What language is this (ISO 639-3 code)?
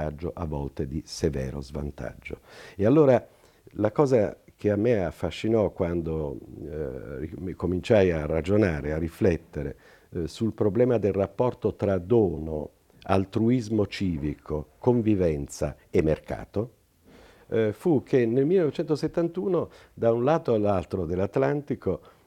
ita